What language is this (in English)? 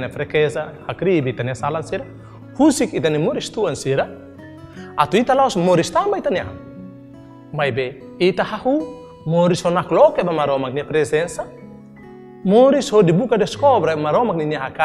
Tetum